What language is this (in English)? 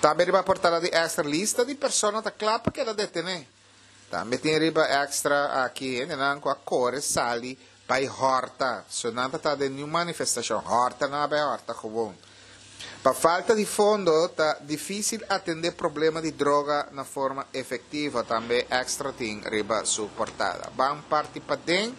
Papiamento